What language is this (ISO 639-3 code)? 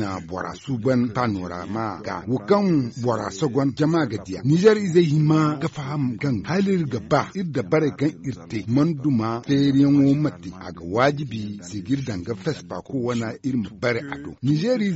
dje